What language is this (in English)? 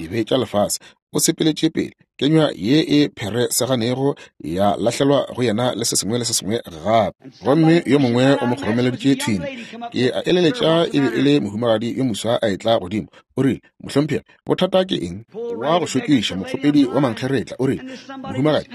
Northern Sotho